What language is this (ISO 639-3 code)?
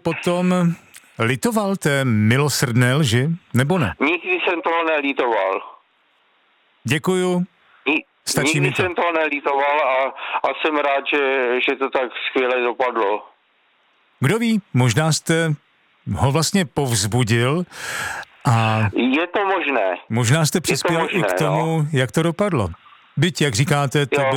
ces